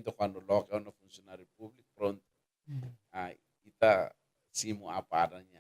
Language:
Tetum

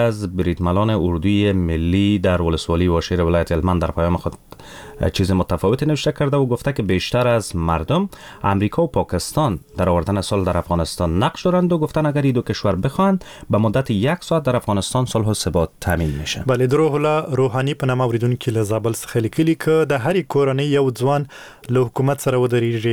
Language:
Persian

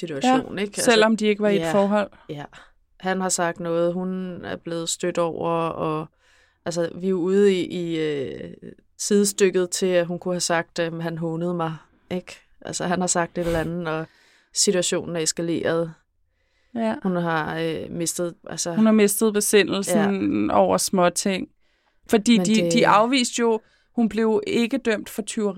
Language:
Danish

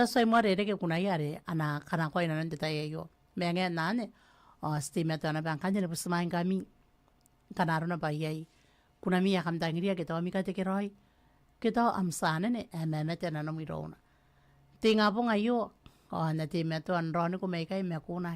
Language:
Gilbertese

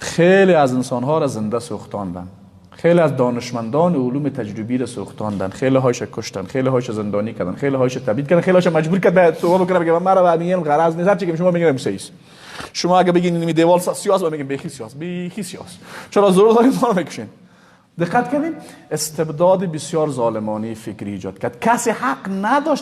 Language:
Persian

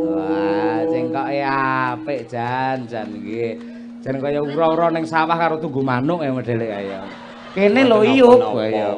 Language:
Javanese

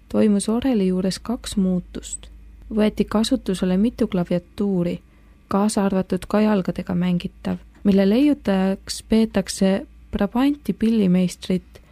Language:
Estonian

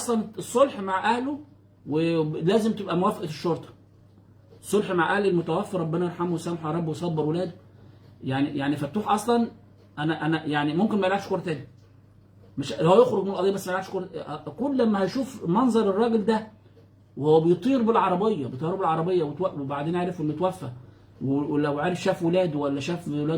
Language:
Egyptian Arabic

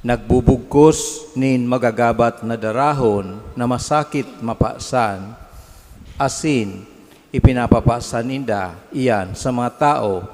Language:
Bikol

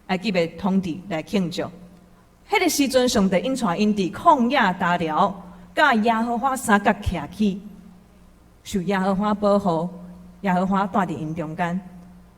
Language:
Min Nan Chinese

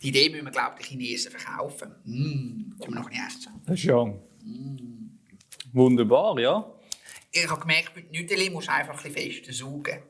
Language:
Swiss German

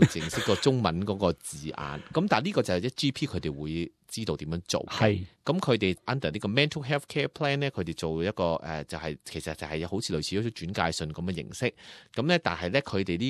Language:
Cantonese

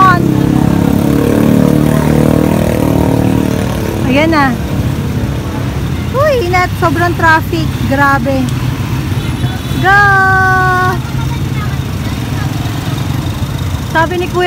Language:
Filipino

